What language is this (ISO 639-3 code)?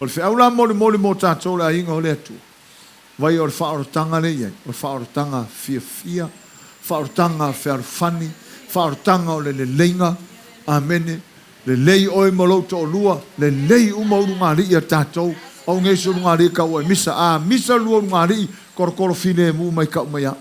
smo